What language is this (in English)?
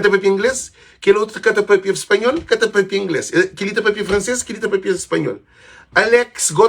Kabuverdianu